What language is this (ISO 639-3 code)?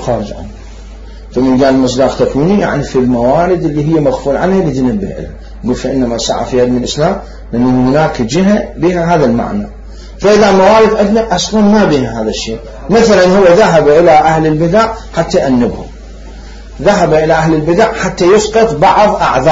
acm